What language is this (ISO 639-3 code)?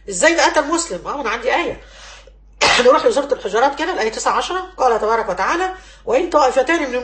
arz